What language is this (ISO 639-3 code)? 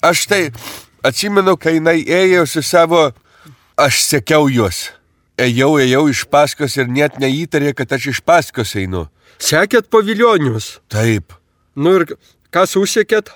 lit